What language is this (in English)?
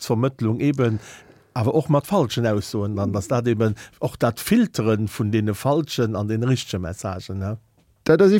Luxembourgish